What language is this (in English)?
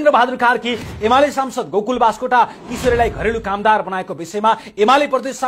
Nepali